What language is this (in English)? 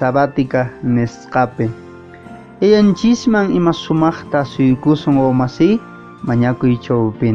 Quechua